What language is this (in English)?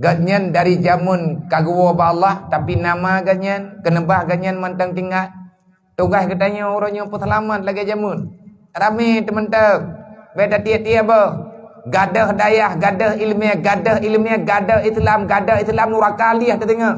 Achinese